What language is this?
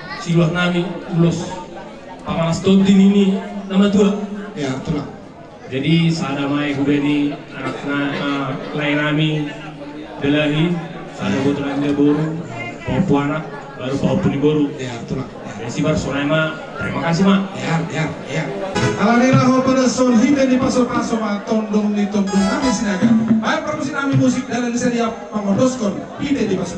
Batak Simalungun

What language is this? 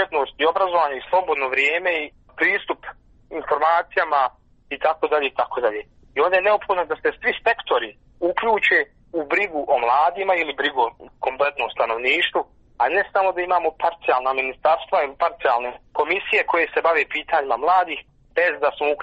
Bosnian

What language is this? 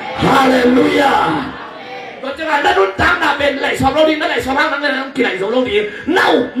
Tedim Chin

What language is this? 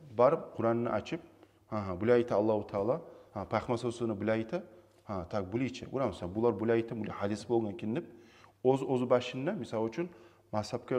Kumyk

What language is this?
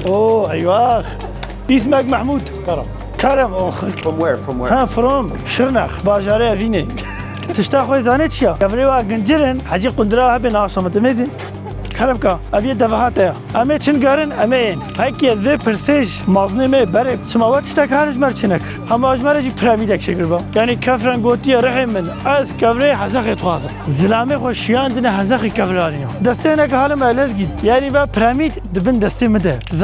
Kurdish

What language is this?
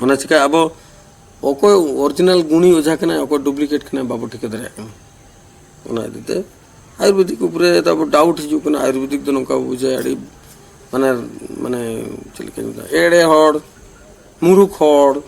Santali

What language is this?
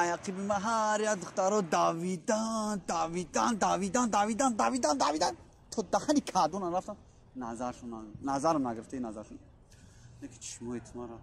Tajik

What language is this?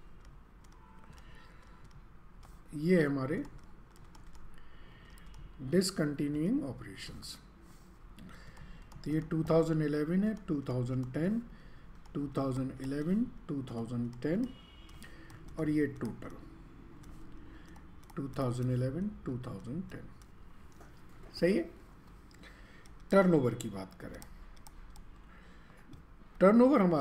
Hindi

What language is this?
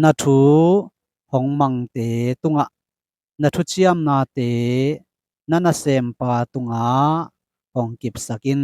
Tedim Chin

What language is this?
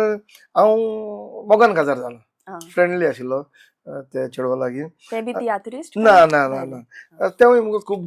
Konkani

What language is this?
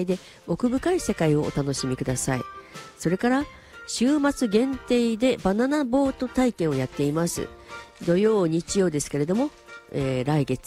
Japanese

